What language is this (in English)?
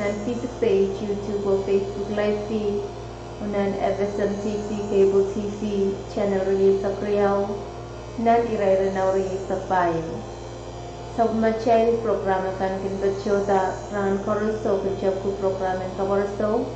Pohnpeian